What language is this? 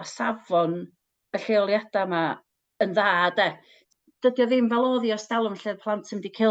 Welsh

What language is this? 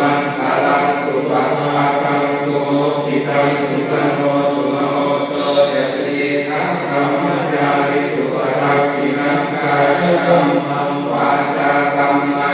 Pali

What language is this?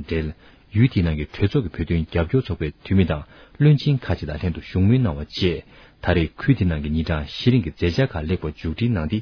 Tibetan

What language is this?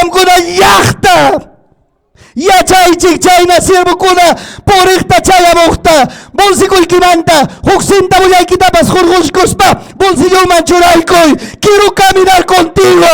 Ayacucho Quechua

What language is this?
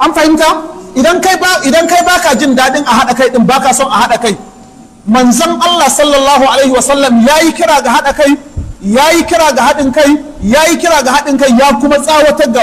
Hausa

